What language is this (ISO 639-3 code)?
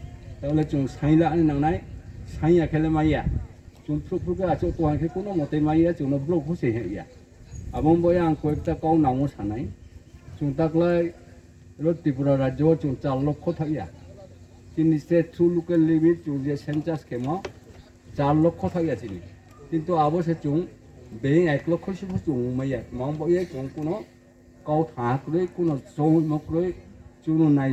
ria